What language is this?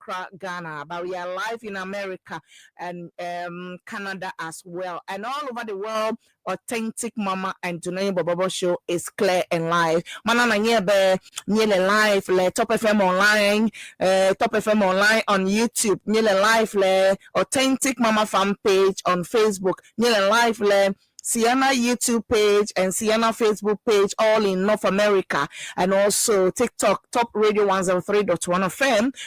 Ewe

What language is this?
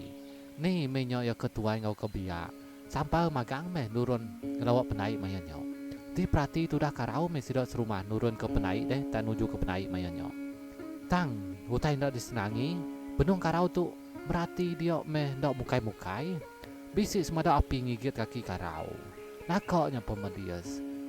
Iban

